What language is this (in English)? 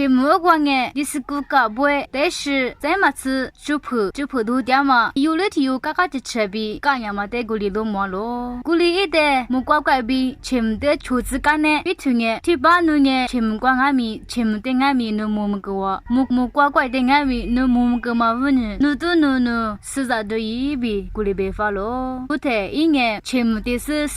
Lisu